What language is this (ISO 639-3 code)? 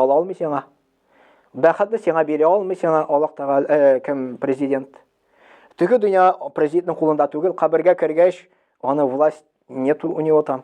tat